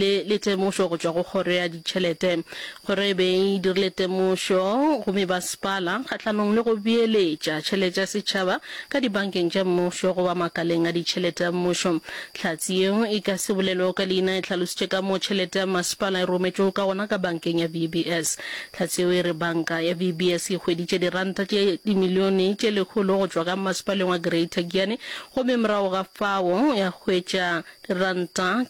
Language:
Northern Sotho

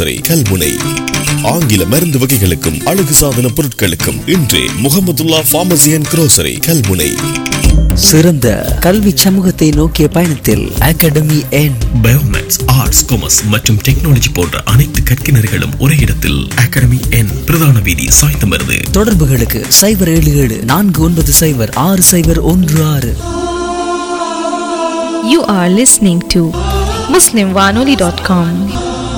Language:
Tamil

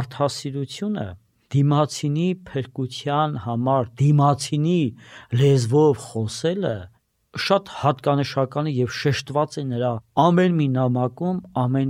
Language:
Armenian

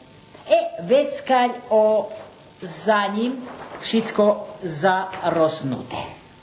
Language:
Rusyn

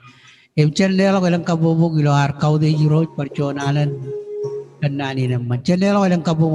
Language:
Marshallese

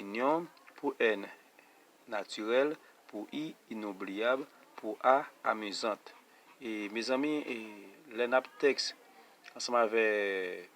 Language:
Haitian Creole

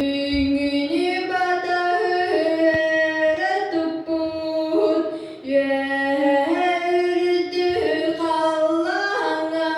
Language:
Yakut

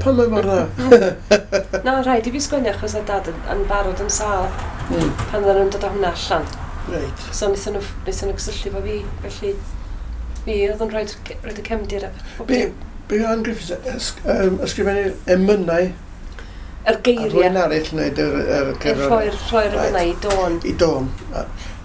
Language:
Welsh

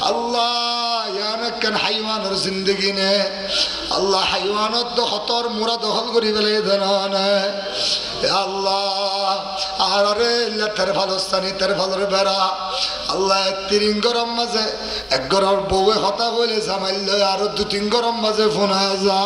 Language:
Rohingya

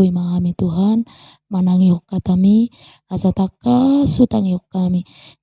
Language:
Batak Toba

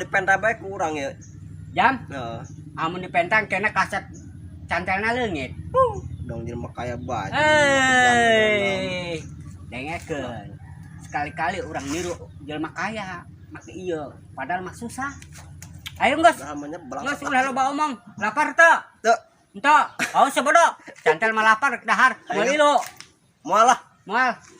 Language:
Sundanese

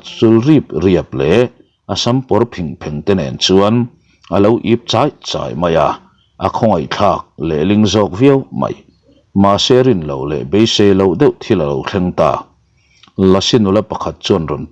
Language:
Mizo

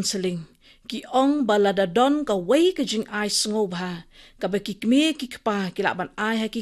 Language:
Khasi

